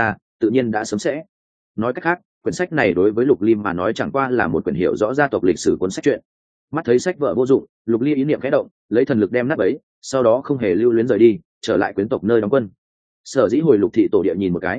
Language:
Vietnamese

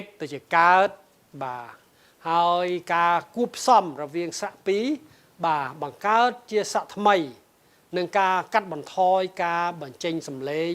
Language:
Khmer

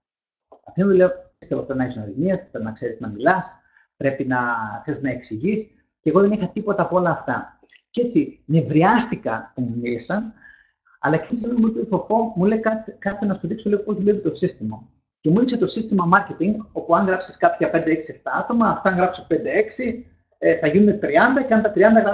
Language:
Greek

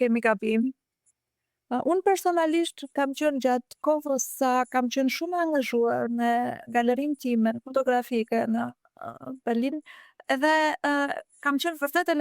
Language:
Albanian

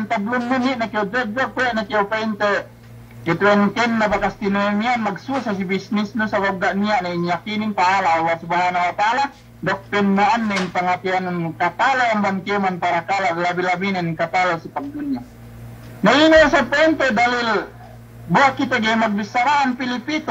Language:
Yakan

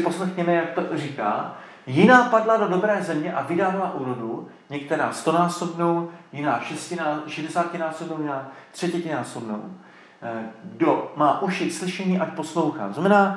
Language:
Czech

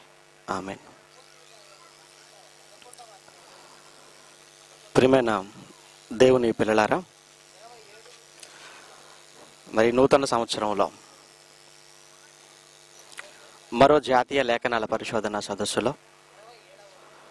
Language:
Telugu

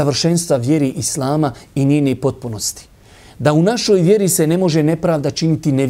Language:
Bosnian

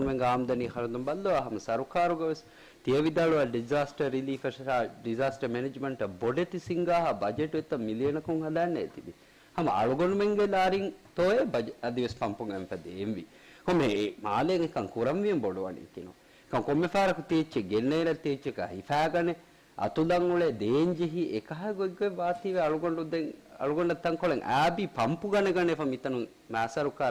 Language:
Divehi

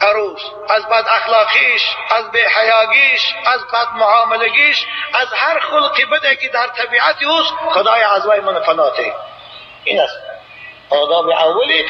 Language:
Tajik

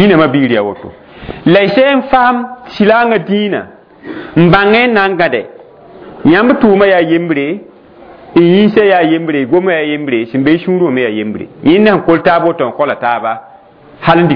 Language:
Mossi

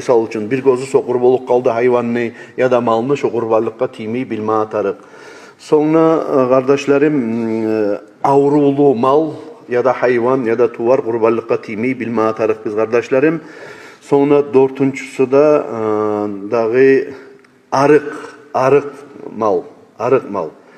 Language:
Kumyk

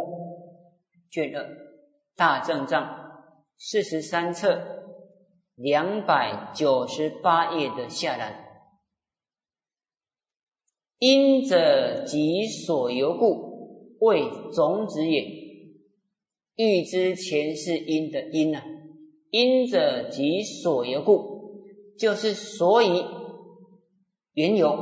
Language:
Chinese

